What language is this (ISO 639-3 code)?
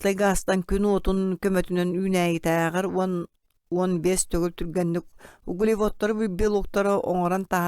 sah